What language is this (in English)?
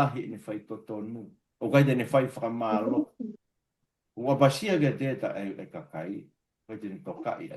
Tongan